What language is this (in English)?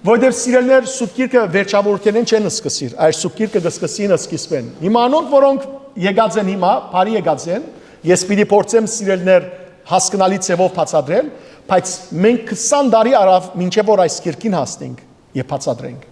Western Armenian